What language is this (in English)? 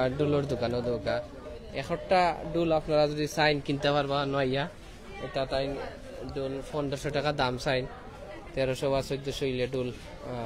Sylheti